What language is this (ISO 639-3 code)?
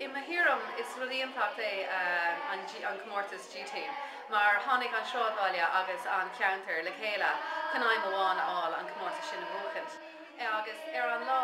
gle